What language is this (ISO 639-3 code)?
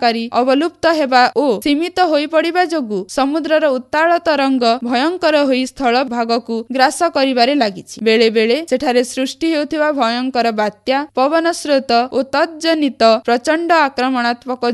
ori